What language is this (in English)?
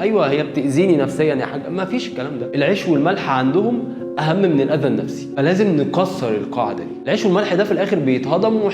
Egyptian Arabic